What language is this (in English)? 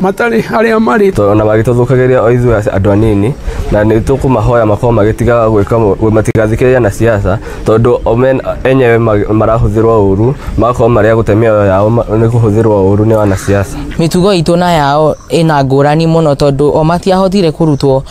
Kikuyu